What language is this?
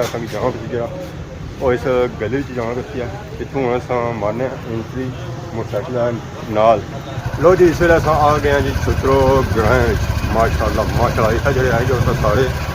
Pahari-Potwari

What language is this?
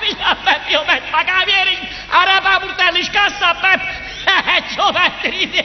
Neapolitan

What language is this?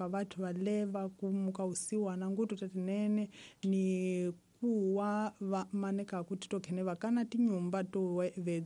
Tsonga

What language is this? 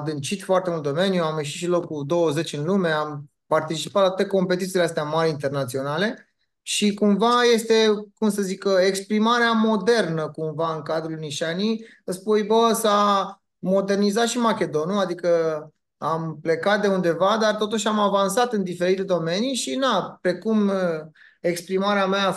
Aromanian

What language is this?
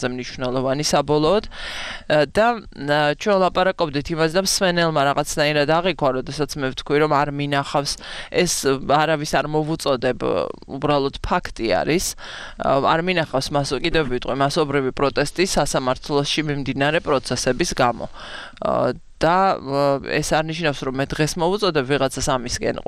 Georgian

